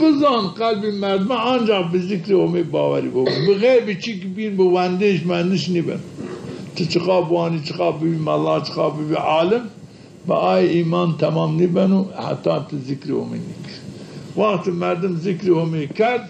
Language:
Zaza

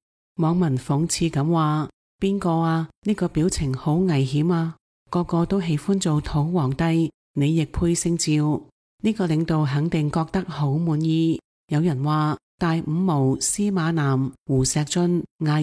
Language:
Cantonese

